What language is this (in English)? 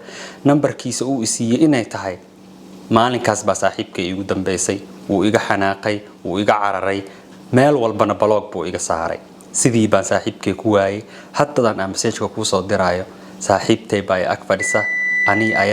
Somali